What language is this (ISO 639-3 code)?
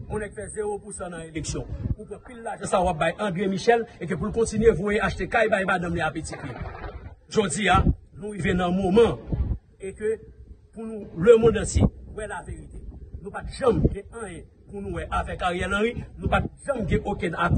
hat